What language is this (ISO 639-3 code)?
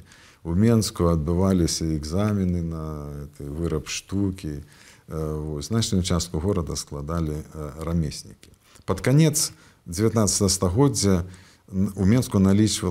bel